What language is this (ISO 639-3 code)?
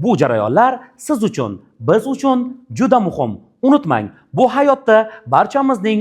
uzb